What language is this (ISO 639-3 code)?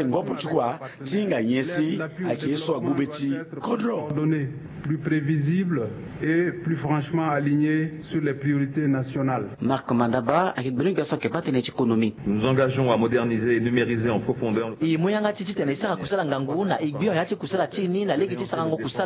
sag